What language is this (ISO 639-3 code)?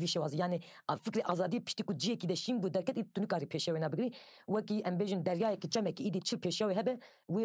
kur